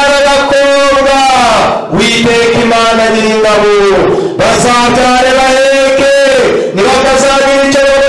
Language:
Kinyarwanda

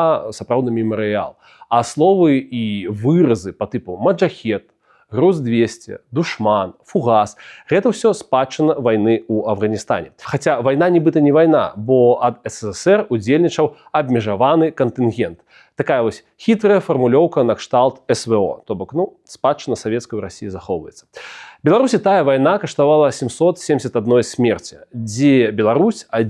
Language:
Belarusian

